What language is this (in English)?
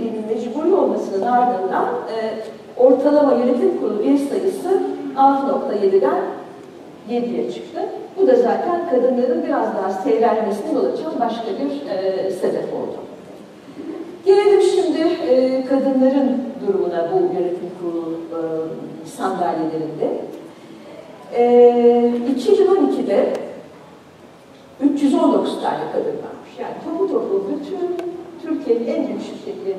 Turkish